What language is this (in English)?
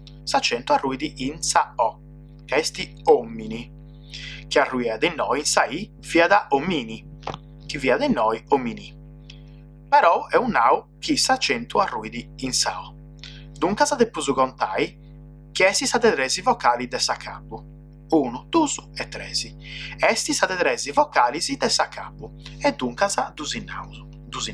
Sardinian